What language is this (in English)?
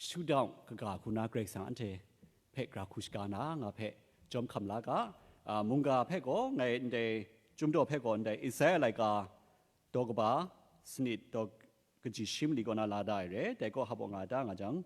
Kachin